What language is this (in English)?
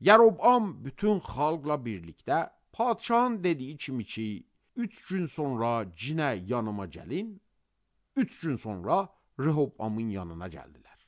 Azerbaijani